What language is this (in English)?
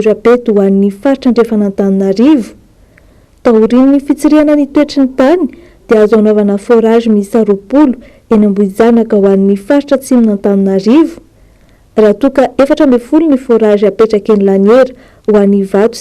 Malagasy